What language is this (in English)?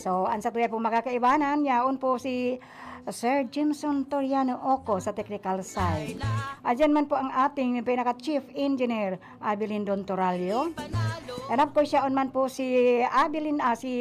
Bikol